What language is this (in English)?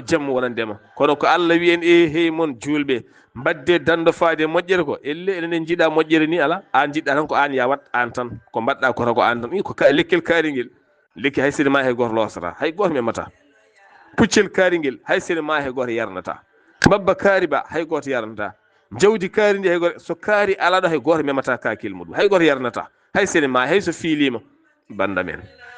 Fula